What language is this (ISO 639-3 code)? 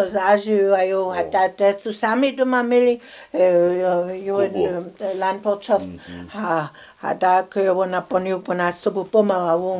hsb